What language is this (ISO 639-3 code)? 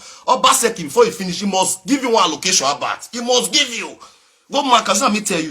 pcm